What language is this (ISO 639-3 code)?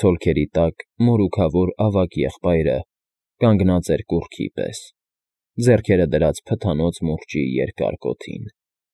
hye